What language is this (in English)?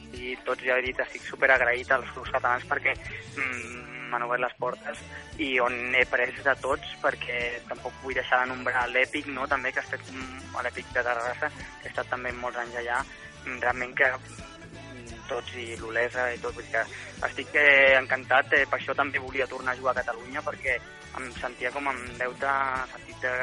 Catalan